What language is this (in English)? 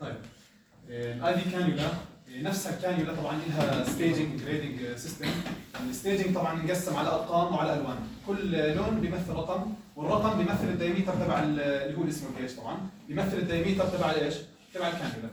North Levantine Arabic